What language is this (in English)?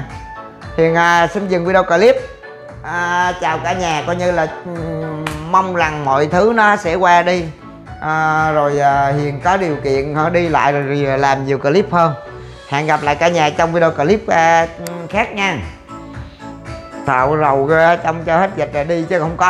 Vietnamese